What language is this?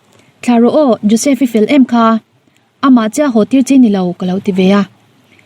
Mizo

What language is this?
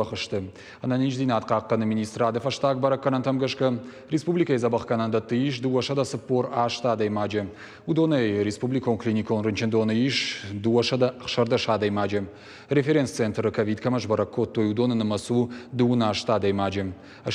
Ossetic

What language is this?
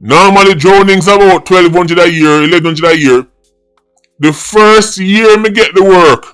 Jamaican Creole English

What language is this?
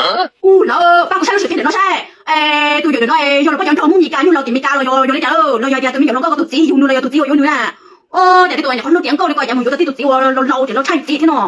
Hmong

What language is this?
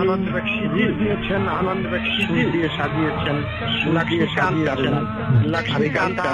Bangla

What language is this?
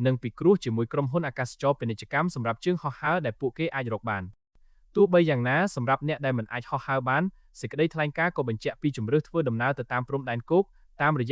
Khmer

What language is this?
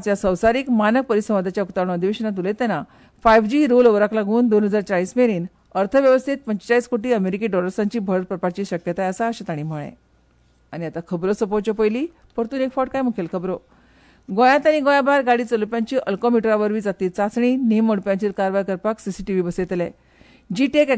Konkani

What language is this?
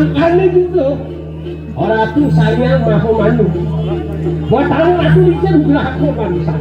Balinese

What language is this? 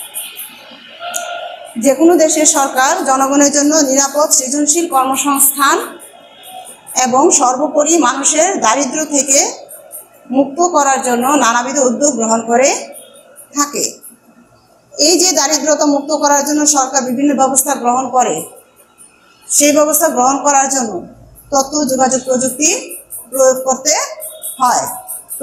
Bangla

